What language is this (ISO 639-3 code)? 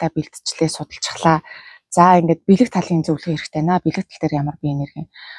mon